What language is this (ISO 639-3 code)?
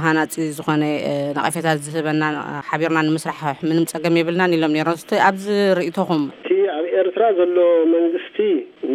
tir